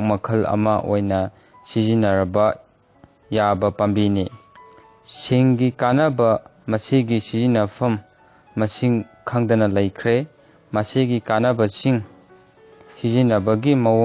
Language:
Manipuri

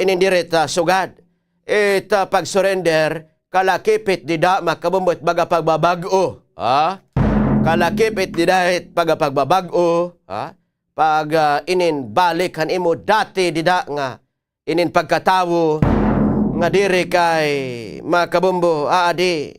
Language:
Waray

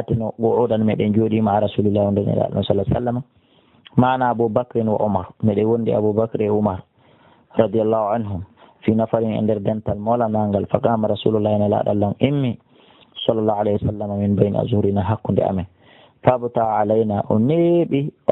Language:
Fula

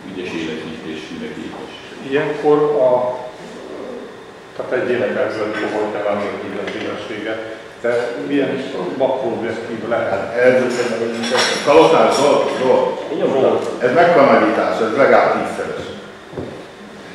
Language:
Hungarian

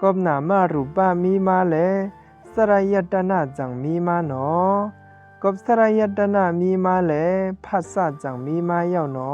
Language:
Shan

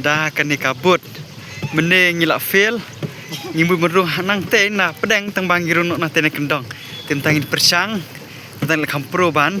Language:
Khasi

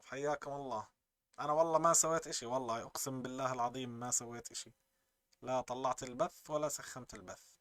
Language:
North Levantine Arabic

